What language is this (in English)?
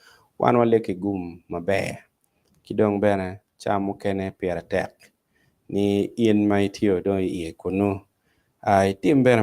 Acoli